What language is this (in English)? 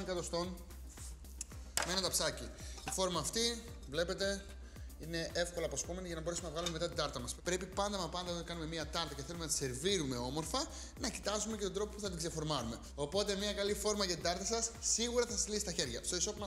Greek